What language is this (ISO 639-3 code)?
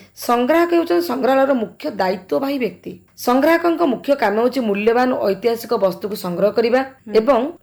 ori